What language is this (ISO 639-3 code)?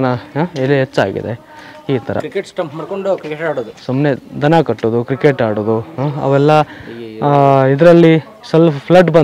kan